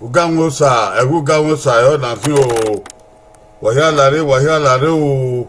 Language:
Bini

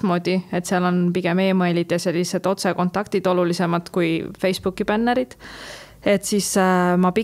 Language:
Estonian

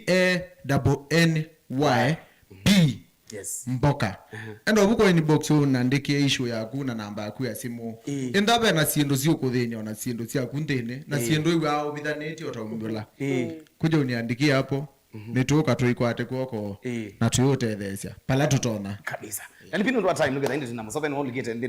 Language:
Kamba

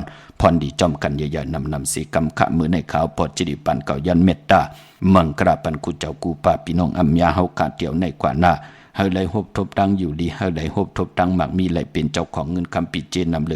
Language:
Shan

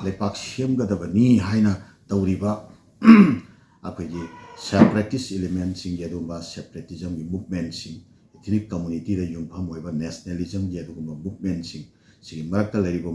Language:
Manipuri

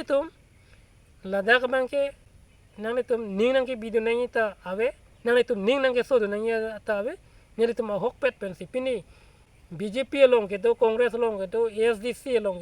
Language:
Karbi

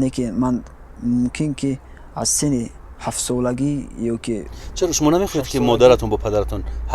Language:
Tajik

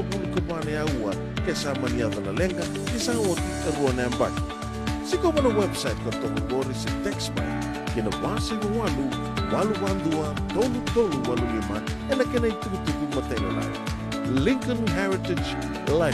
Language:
Fijian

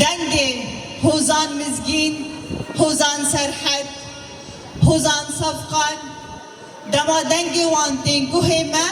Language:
Kurdish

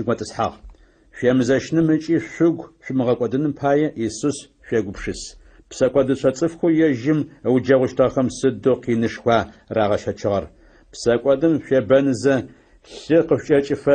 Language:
Adyghe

